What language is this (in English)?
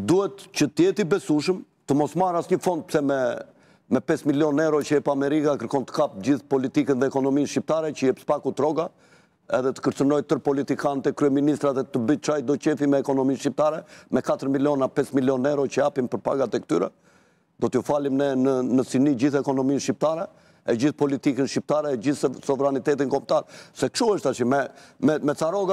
Albanian